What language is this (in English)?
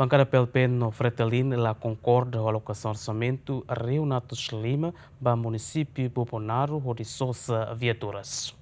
Tetum